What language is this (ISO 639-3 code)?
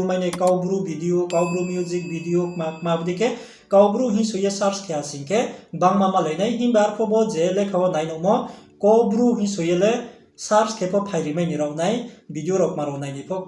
ria